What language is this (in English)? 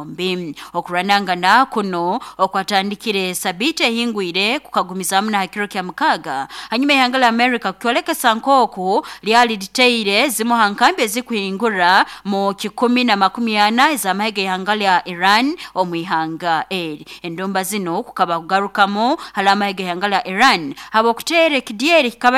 Nyoro